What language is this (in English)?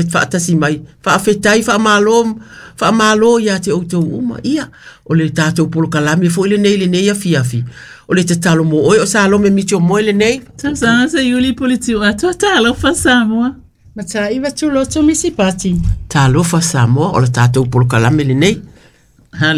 Samoan